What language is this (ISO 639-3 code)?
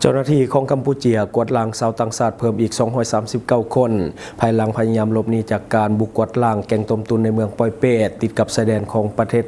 lao